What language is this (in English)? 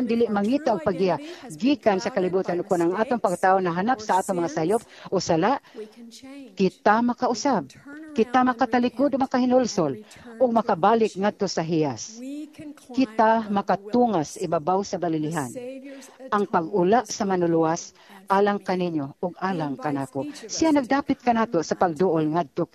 Cebuano